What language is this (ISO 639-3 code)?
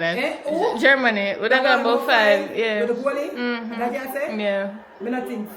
jam